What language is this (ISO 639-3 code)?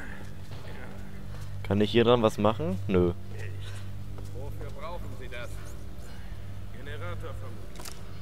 deu